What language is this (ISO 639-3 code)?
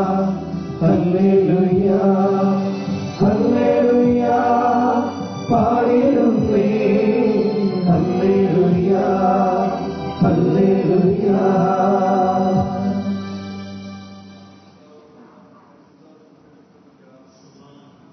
mal